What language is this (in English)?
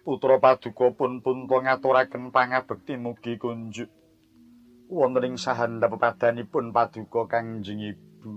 Javanese